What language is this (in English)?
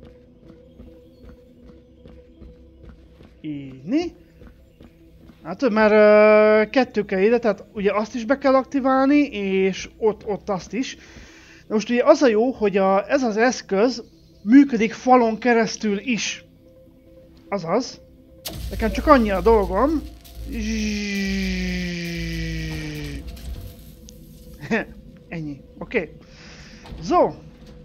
Hungarian